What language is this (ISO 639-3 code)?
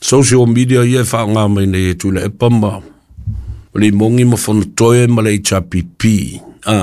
smo